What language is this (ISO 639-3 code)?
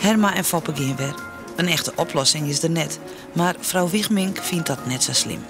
fry